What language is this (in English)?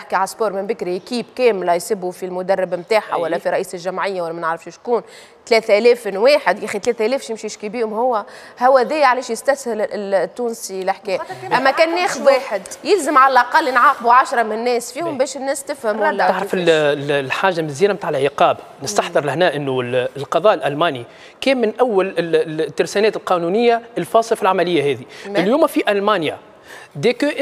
Tunisian Arabic